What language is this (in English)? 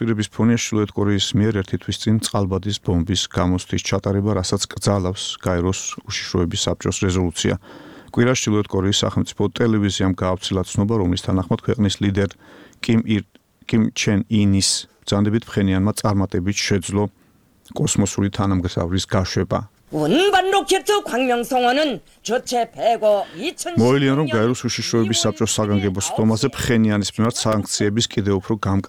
Georgian